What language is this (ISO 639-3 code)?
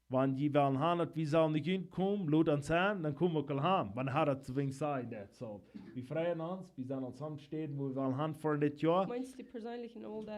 pdt